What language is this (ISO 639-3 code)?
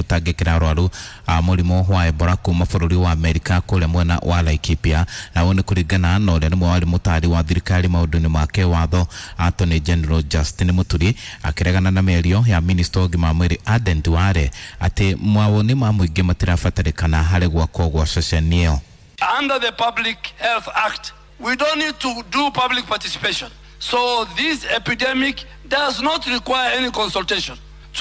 kik